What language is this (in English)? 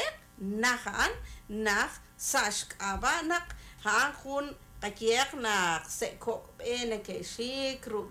Kekchí